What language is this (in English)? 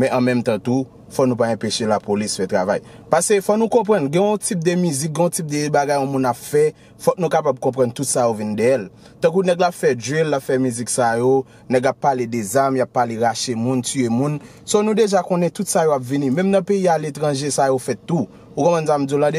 Haitian Creole